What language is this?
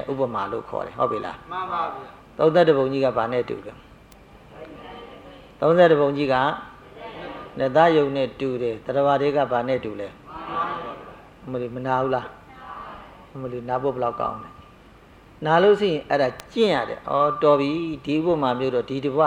Burmese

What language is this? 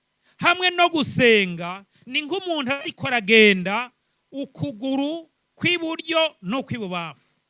Rundi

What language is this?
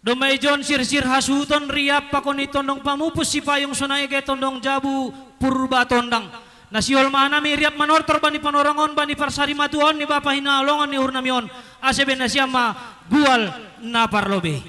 Batak Simalungun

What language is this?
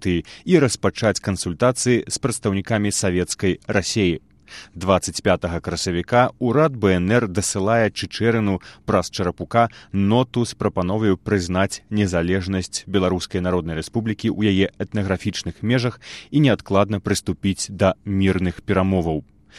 Belarusian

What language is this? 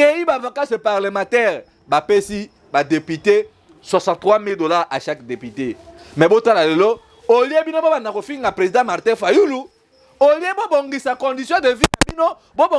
Lingala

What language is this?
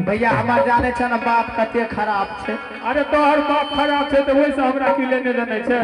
Maithili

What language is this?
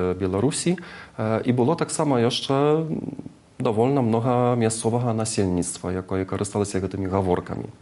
Belarusian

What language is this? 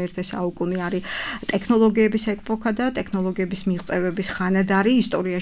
Georgian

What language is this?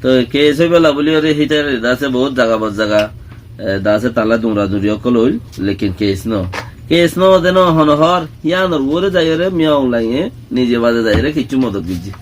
Rohingya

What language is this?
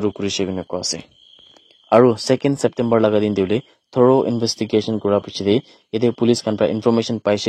Naga Pidgin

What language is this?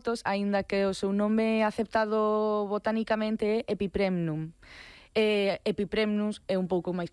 Galician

